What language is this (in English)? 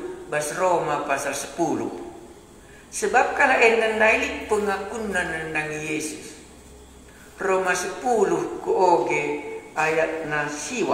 Batak Karo